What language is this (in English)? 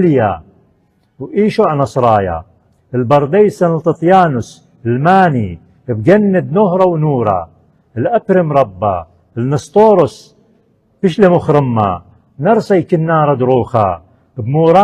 Assyrian Neo-Aramaic